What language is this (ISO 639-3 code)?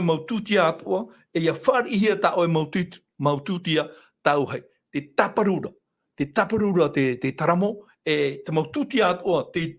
tah